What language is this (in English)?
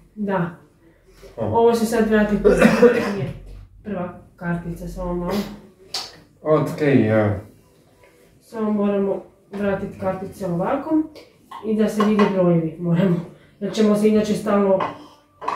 Croatian